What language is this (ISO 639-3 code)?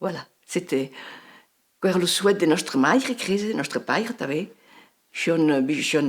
oci